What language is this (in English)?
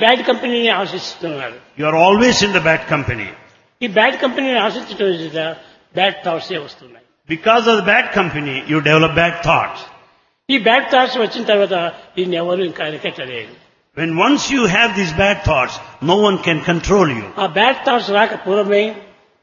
Telugu